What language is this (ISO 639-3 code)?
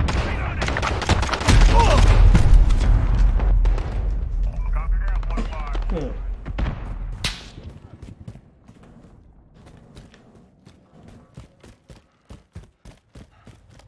eng